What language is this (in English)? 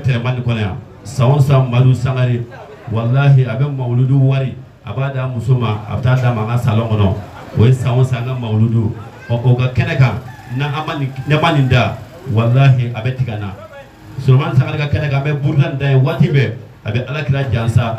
Bambara